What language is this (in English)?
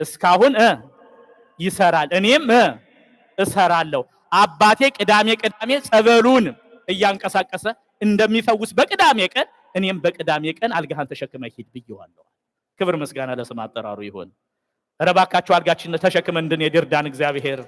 Amharic